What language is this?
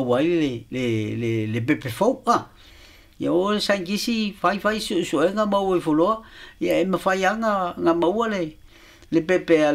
Samoan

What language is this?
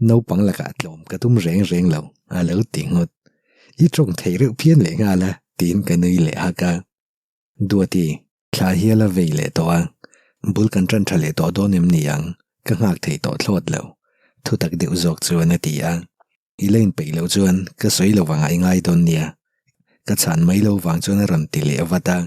Mizo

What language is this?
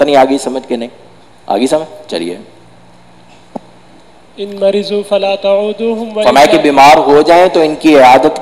Urdu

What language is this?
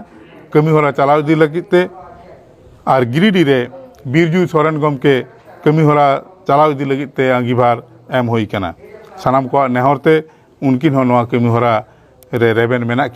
Santali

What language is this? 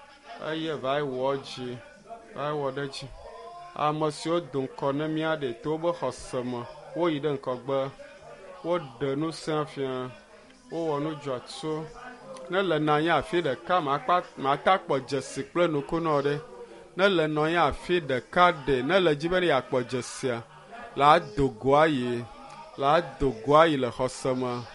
Ewe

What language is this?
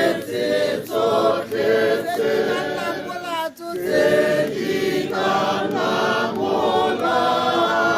Tswana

